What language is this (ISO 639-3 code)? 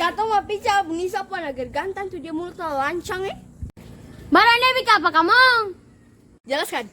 abs